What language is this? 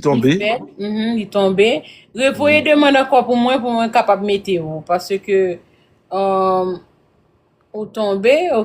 Haitian Creole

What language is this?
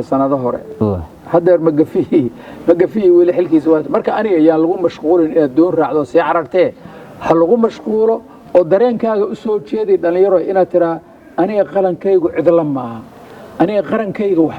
Somali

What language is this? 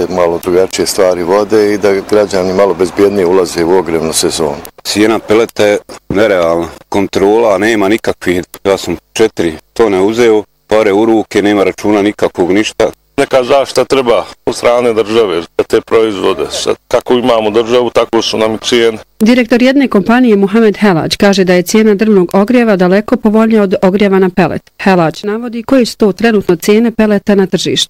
Bosnian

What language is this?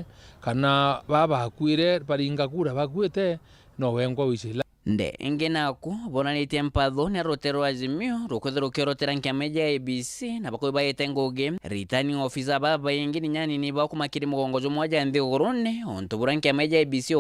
Meru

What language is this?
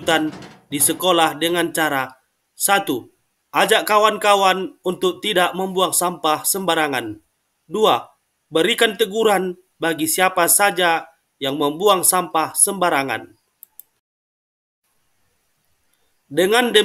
Indonesian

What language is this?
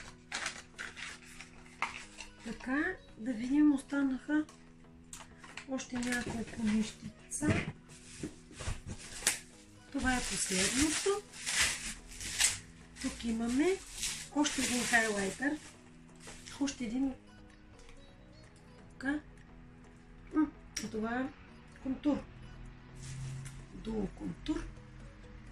Bulgarian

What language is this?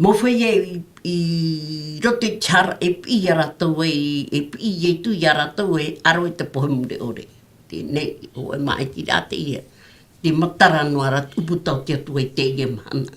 Tahitian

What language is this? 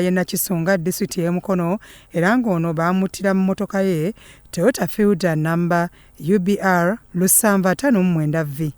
Ganda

